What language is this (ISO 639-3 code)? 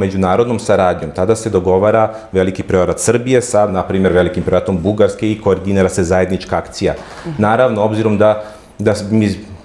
srp